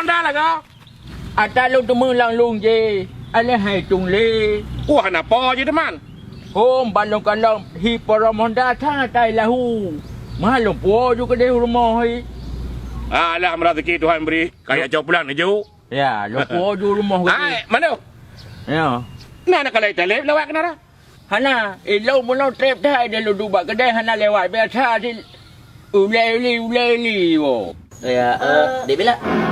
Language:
Achinese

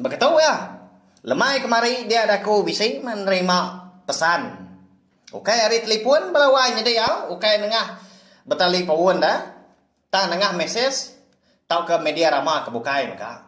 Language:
Iban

